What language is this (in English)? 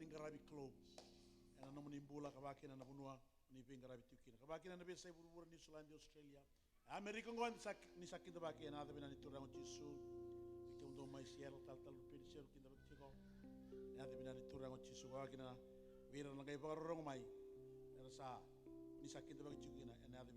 Fijian